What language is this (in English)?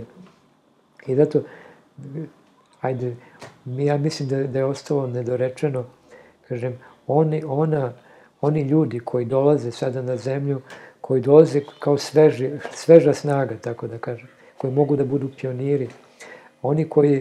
Serbian